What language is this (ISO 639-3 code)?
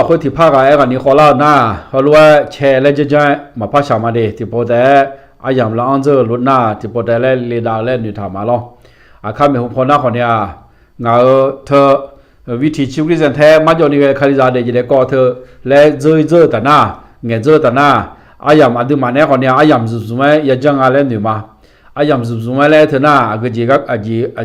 ahk